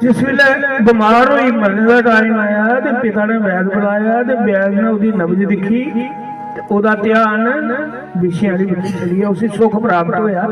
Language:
Dogri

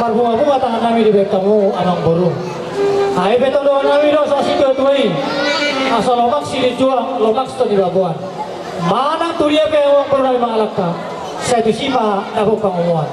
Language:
Batak Toba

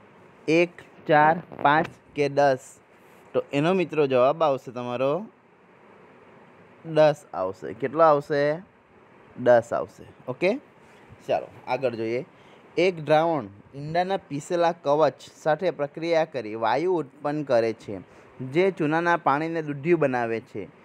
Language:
Gujarati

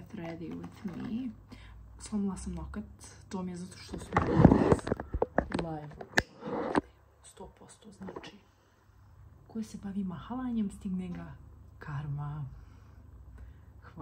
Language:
Croatian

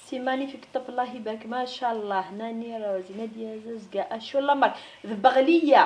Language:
Kabyle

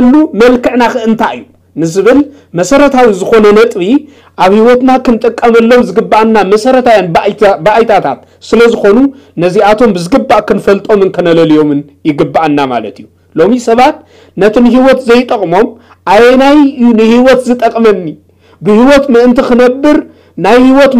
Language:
Tigrinya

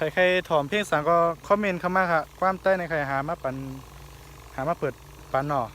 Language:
Shan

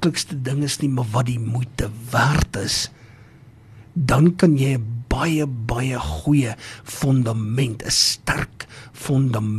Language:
Afrikaans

